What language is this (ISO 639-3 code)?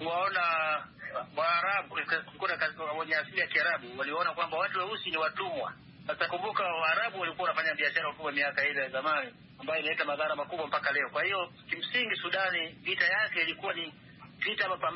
swa